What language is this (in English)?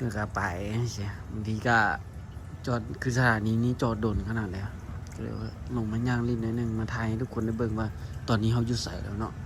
Lao